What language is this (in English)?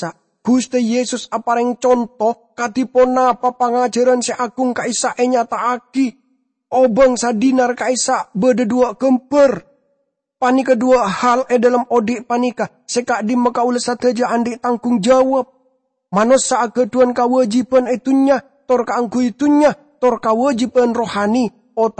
Madurese